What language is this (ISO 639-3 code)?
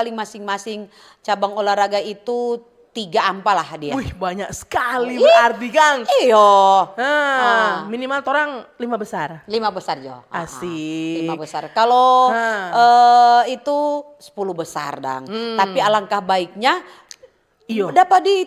xmm